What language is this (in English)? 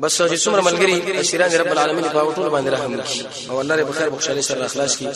Pashto